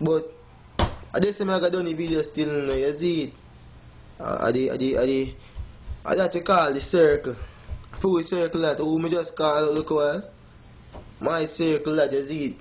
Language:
Jamaican Creole English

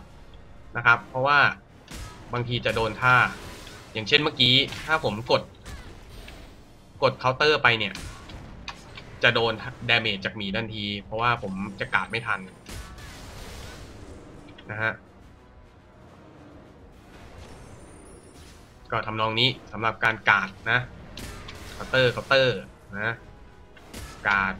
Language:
Thai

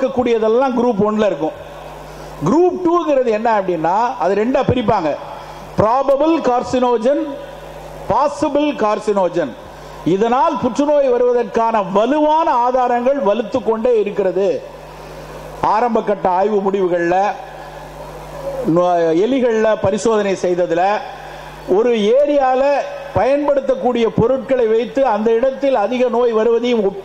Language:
Tamil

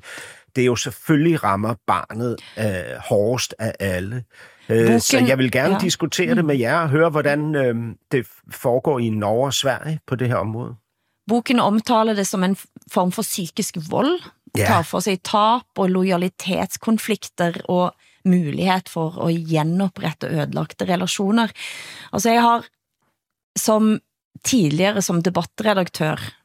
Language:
Danish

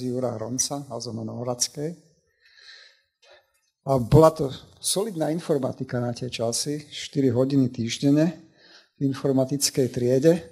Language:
Slovak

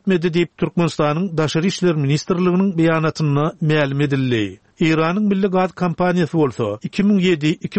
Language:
Turkmen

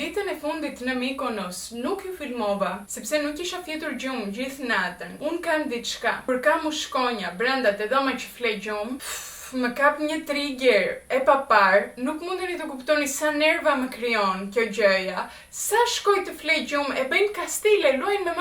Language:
Albanian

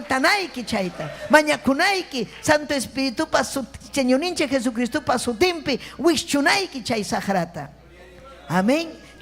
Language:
Ayacucho Quechua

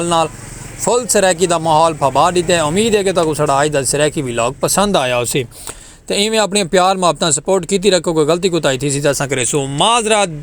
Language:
Saraiki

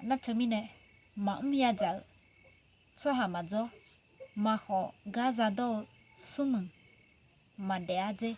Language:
Akha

